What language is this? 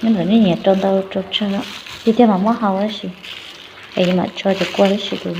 Hmong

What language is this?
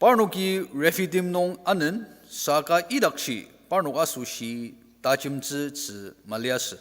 Ao Naga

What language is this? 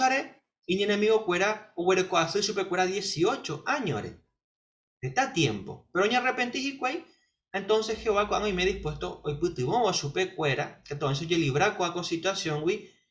Guarani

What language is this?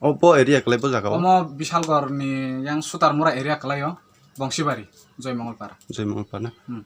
Kok Borok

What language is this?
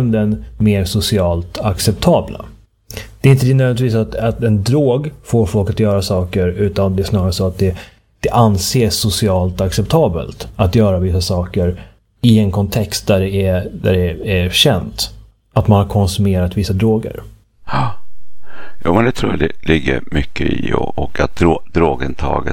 Swedish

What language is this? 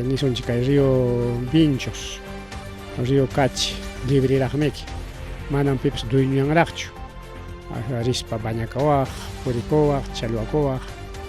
Ayacucho Quechua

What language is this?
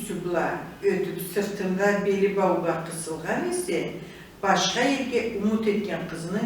Karachay-Balkar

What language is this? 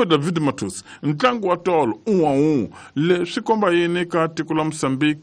Tsonga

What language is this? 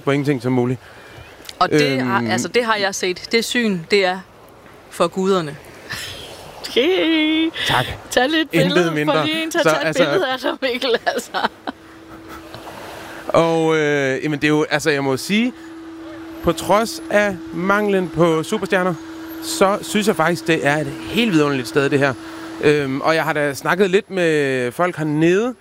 Danish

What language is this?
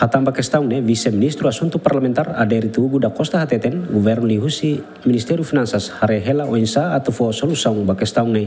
Tetum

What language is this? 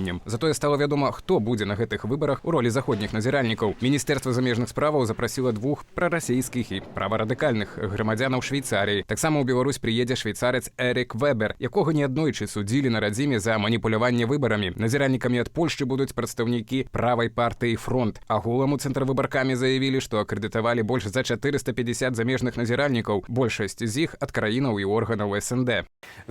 Belarusian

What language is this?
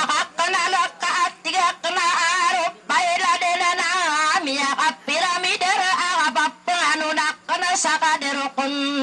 Maranao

